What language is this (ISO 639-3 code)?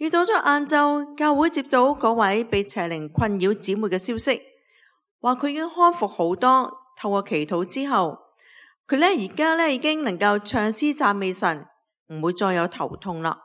yue